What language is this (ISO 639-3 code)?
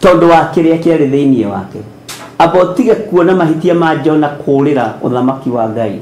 kik